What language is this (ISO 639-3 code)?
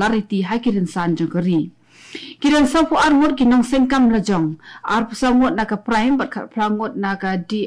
kha